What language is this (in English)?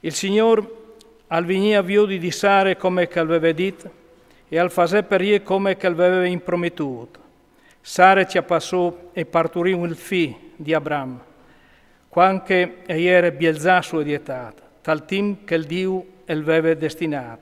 Friulian